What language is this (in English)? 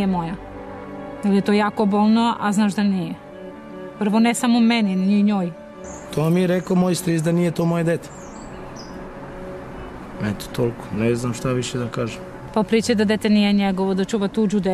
Serbian